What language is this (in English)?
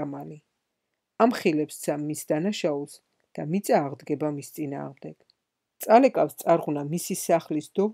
Georgian